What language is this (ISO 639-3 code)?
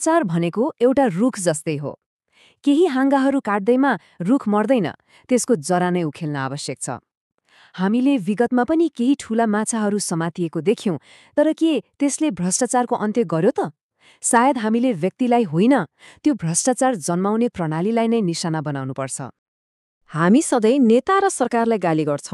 nep